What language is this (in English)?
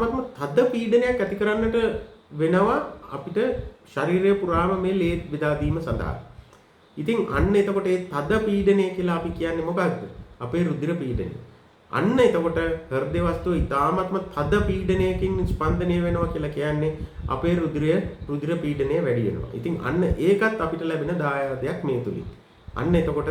Sinhala